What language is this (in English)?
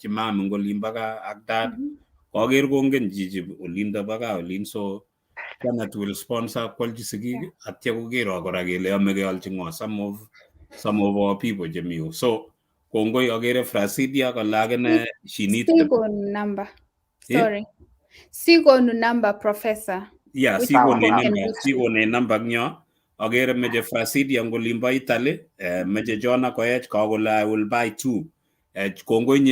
Kalenjin